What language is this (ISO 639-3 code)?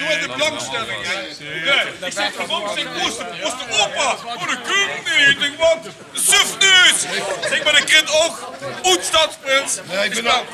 lim